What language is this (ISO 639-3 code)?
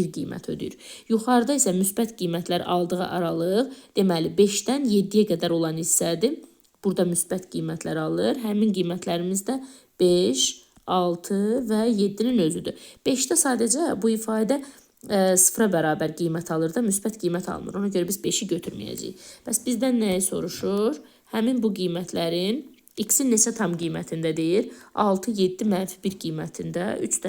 aze